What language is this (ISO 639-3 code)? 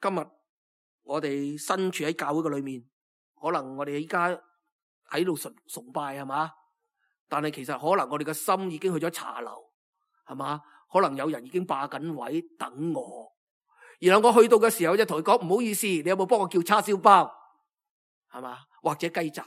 yue